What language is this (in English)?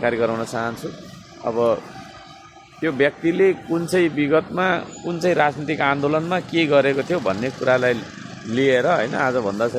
Nepali